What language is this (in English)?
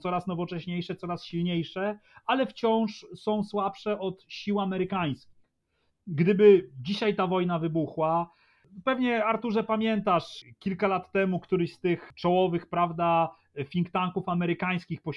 Polish